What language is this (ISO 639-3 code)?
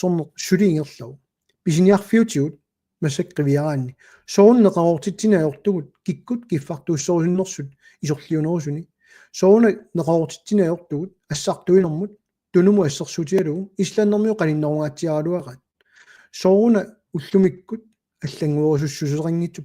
kal